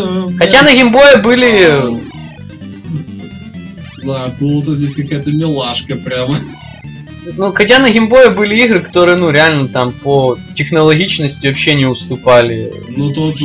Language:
Russian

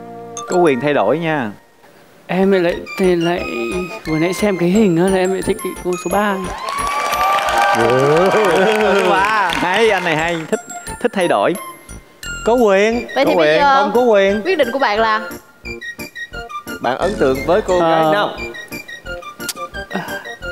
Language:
Vietnamese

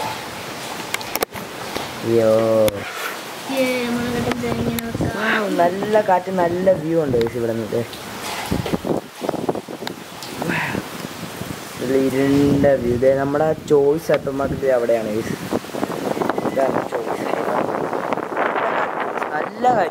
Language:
Malayalam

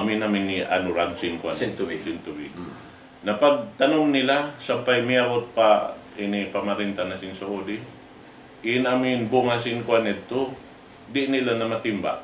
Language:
Tausug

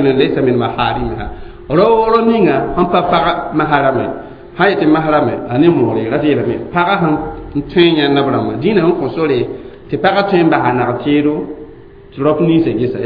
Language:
Mossi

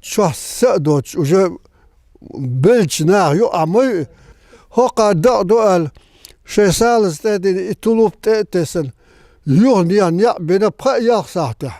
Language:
Chechen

